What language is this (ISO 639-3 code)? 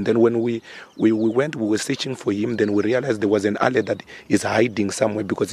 ven